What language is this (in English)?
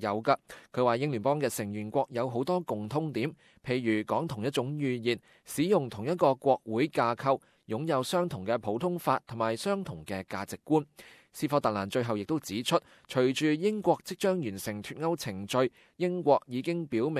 Cantonese